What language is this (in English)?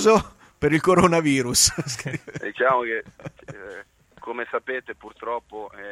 Italian